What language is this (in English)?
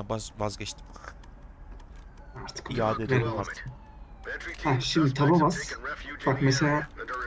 Turkish